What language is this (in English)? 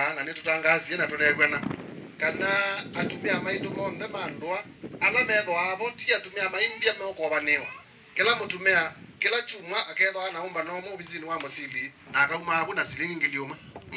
Kamba